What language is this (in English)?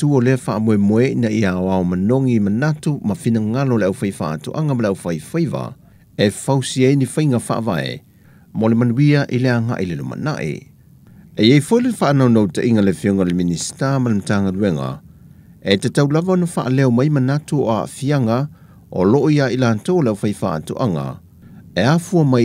Samoan